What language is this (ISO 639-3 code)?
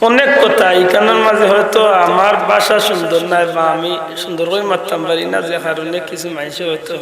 syl